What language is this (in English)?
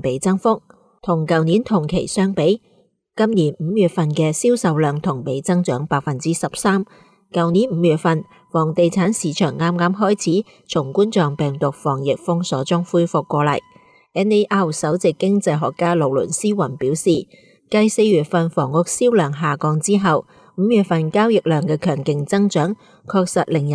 Cantonese